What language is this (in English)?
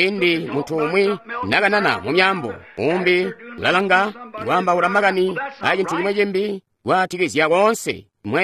Tonga (Zambia)